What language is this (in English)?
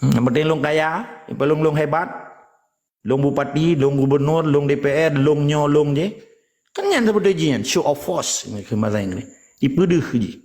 Achinese